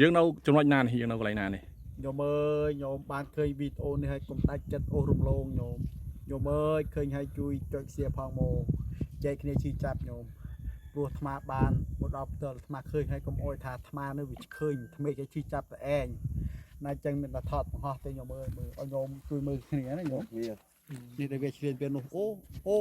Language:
Khmer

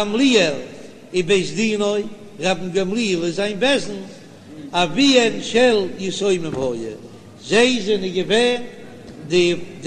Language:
Yiddish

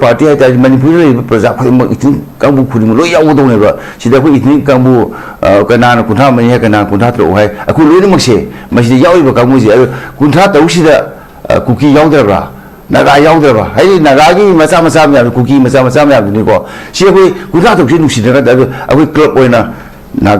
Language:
Manipuri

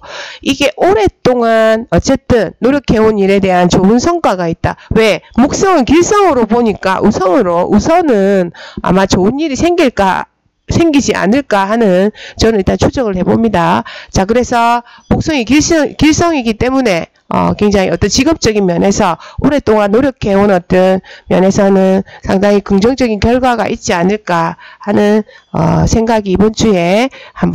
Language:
Korean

